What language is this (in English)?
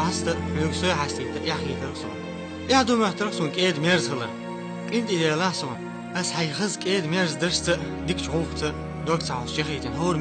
Chechen